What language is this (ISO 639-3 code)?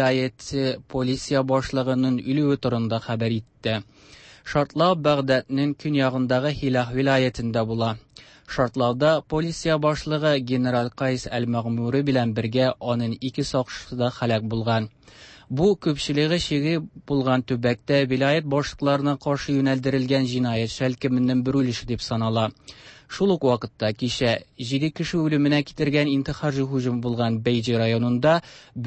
tat